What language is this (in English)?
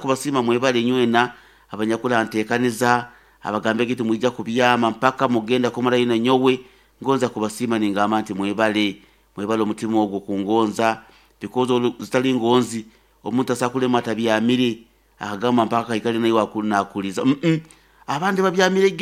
Nyoro